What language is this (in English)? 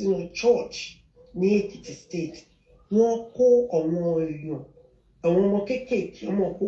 Yoruba